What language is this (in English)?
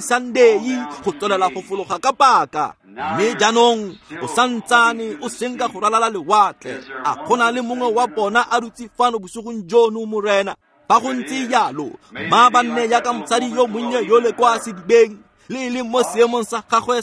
Tswana